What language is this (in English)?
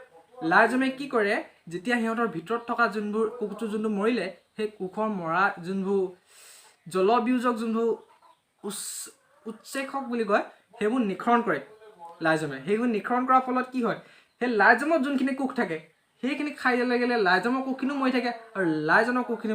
Assamese